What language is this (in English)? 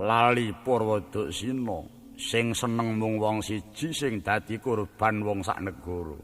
Javanese